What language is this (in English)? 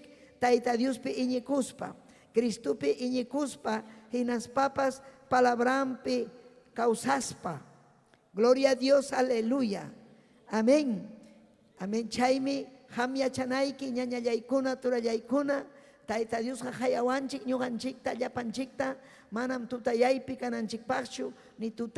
Ayacucho Quechua